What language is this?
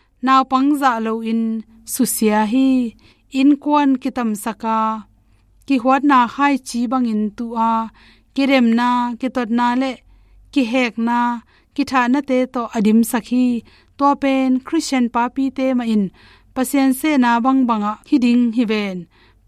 Tedim Chin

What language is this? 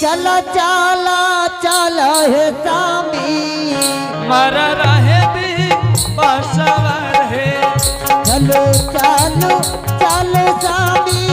Angika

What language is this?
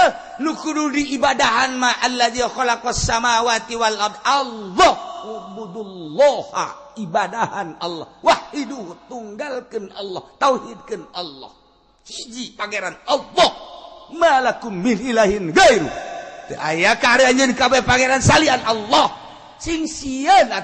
Sundanese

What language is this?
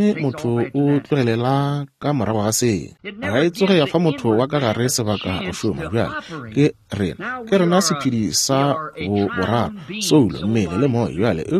Northern Sotho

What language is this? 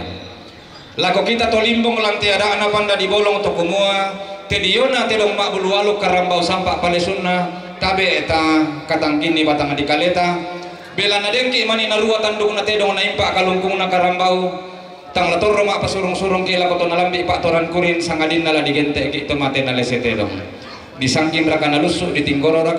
Toraja-Sa'dan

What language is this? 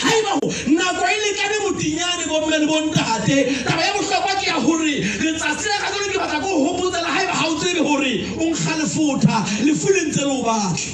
Southern Sotho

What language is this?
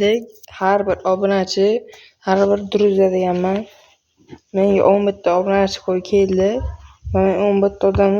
Uzbek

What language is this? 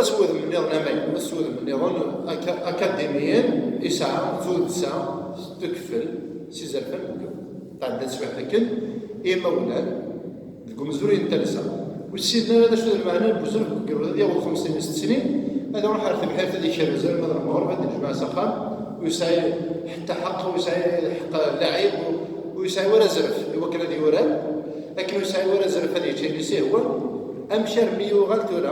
Kabyle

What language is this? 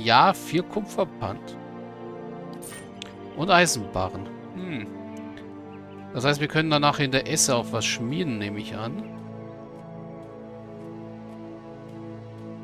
German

